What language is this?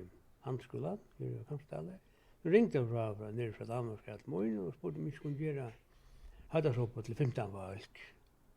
Faroese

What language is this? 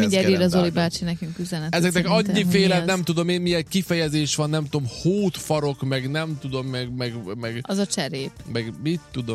Hungarian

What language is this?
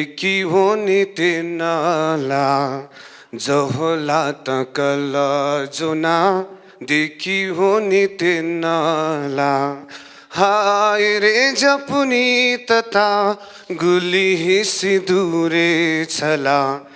Newari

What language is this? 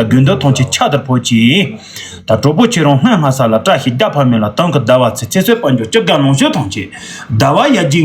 Tibetan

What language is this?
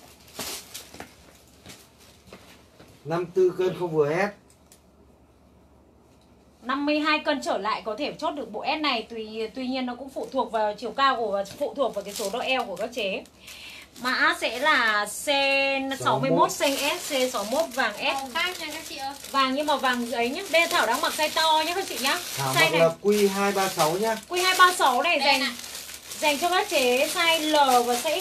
Vietnamese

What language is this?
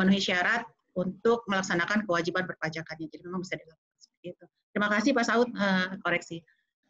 Indonesian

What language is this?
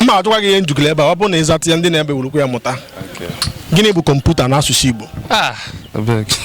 Igbo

